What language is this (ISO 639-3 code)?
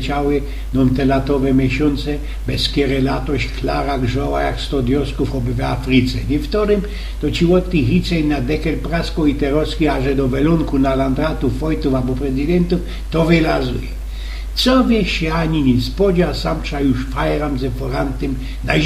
szl